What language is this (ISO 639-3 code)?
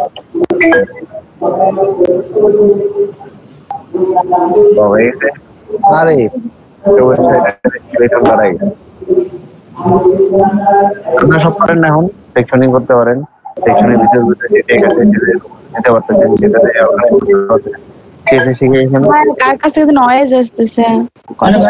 ben